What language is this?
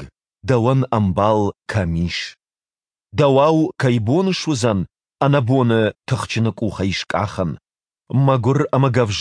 Ossetic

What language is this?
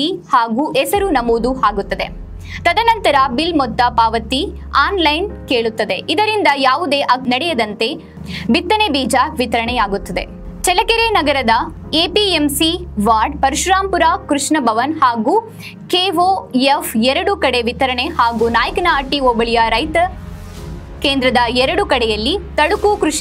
Kannada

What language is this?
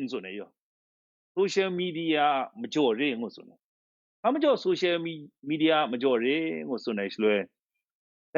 Kachin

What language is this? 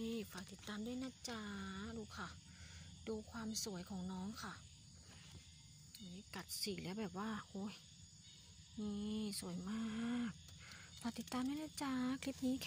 Thai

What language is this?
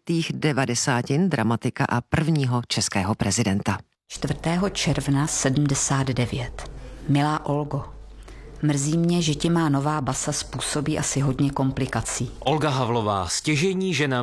Czech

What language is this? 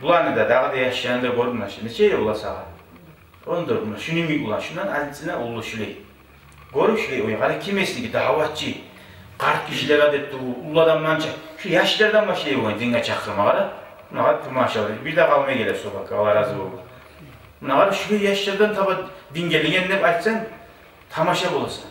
Kumyk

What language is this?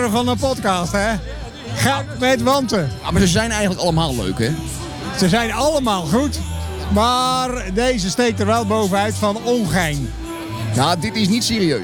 Dutch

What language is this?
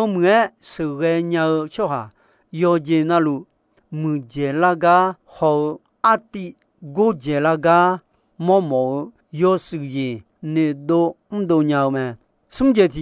Akha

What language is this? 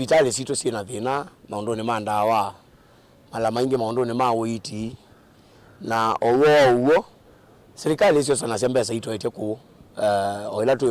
Kamba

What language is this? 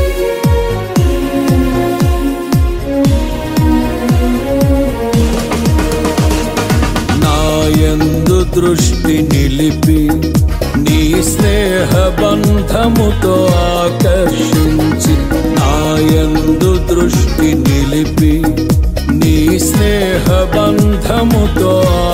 Telugu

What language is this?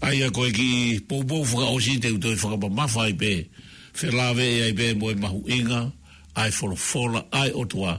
Tongan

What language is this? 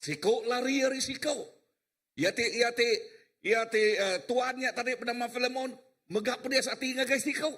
Iban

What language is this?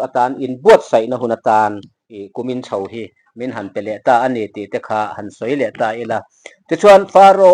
Mizo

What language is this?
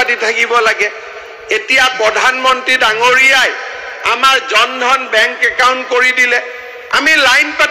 Assamese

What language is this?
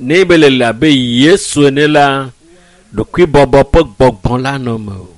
Ewe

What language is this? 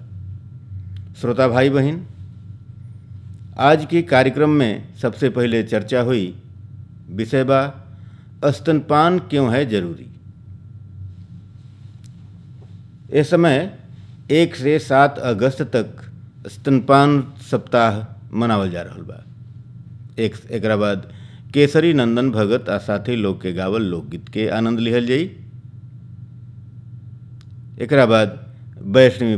Bhojpuri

